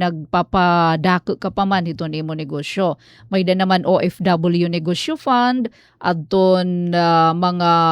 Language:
Waray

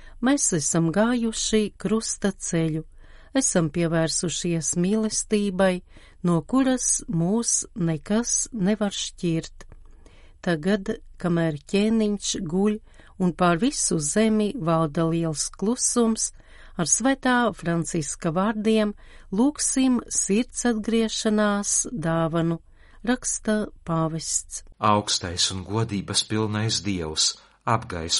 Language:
Latvian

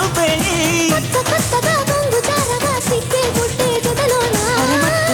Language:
Telugu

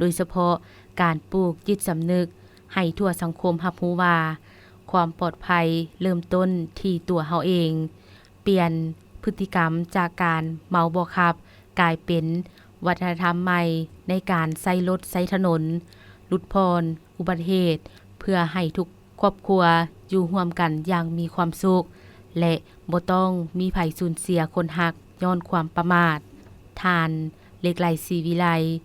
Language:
Lao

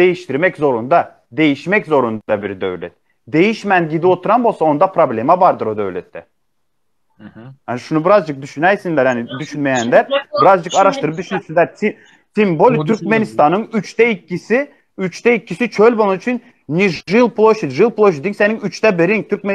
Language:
Turkmen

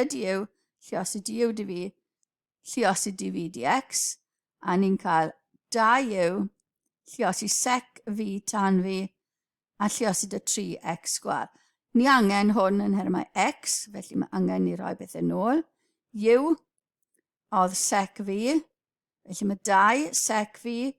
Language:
Welsh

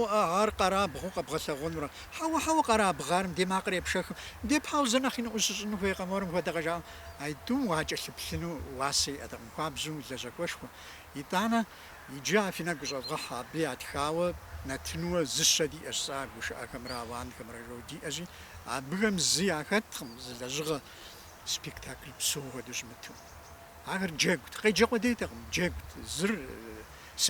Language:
Kabardian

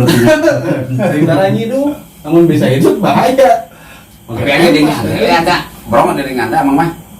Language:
Sundanese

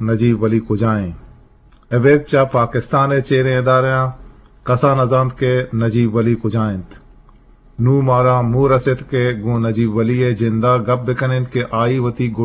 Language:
Eastern Balochi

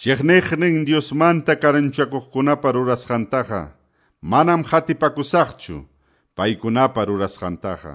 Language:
South Bolivian Quechua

